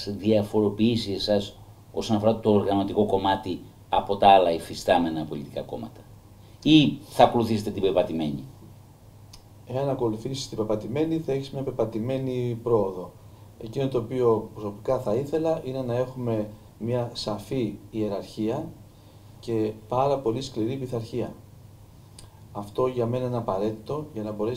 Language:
Greek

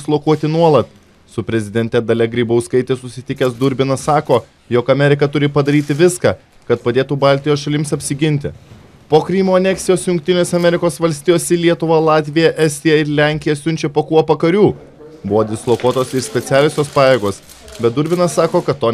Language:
Lithuanian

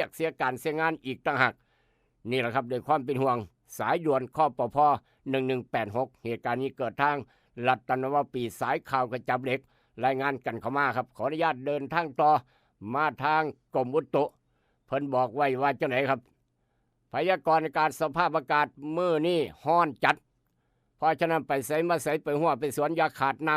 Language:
Northeastern Thai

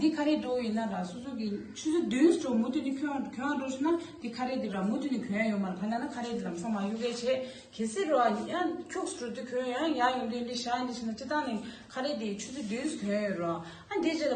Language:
Tibetan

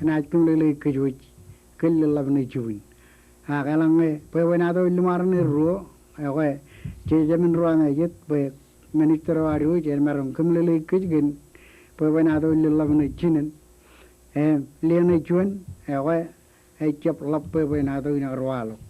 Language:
Marshallese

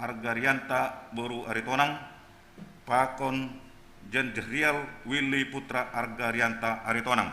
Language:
Batak Simalungun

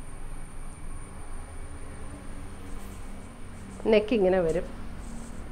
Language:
Malayalam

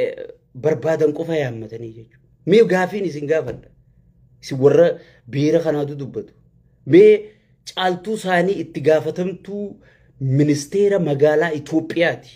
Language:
Oromo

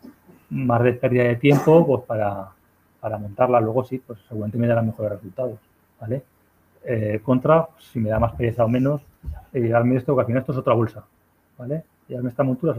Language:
Spanish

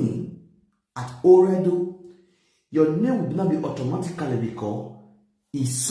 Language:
Nigerian Pidgin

